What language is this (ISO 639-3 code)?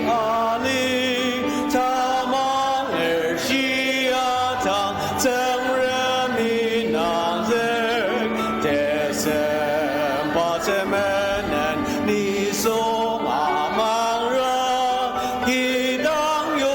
njo